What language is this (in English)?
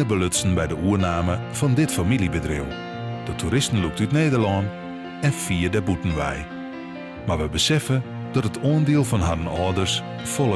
Western Frisian